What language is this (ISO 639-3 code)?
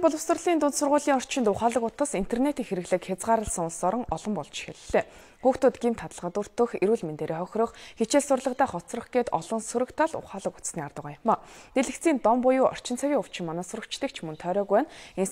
mon